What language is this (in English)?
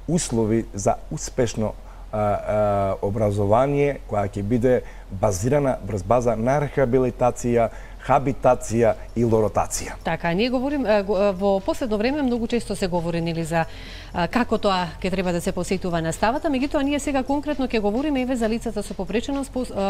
Macedonian